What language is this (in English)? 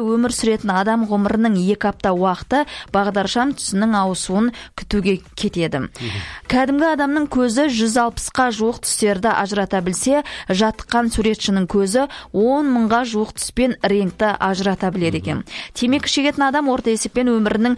Kazakh